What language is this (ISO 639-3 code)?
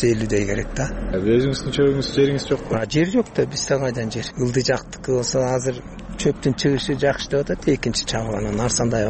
kir